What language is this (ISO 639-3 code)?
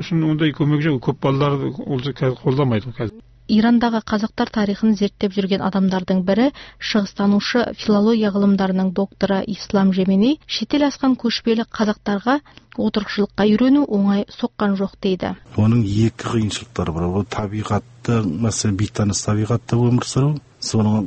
kaz